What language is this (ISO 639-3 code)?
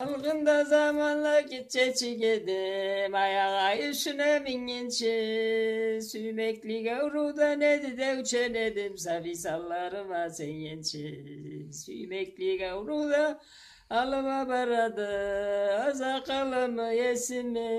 krc